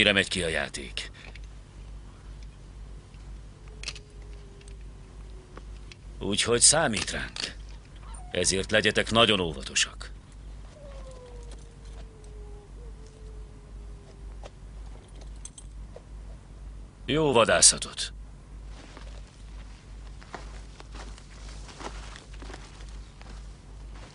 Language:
Hungarian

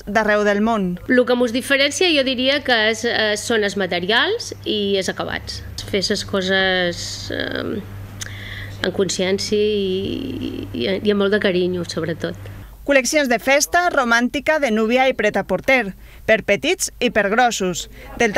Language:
Catalan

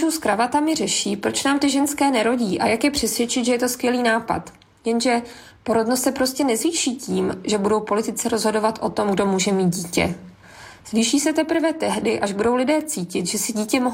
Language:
Czech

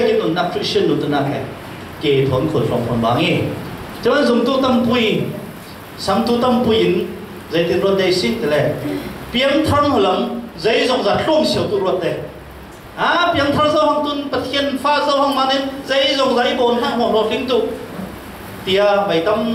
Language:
Falam Chin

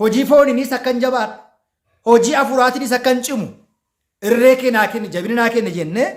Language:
Oromo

